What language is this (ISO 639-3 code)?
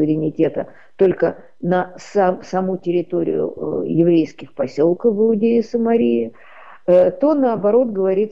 rus